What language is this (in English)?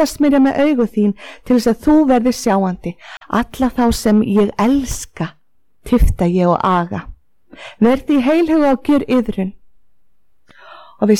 Icelandic